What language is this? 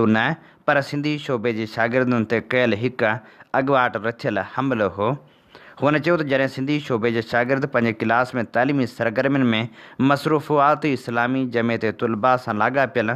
Sindhi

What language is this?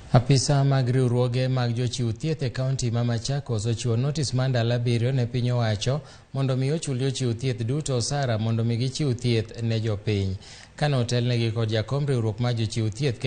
Luo (Kenya and Tanzania)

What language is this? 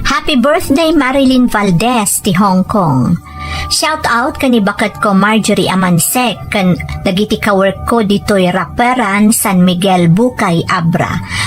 Iloko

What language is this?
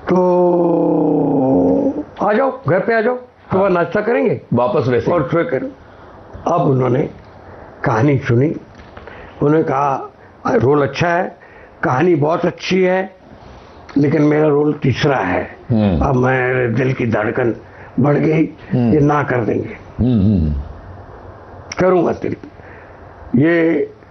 Hindi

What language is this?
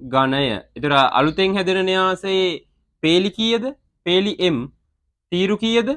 Sinhala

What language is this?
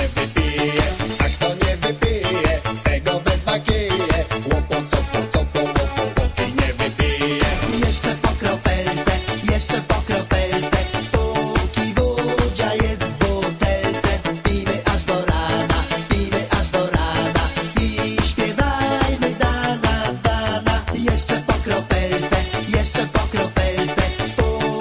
Polish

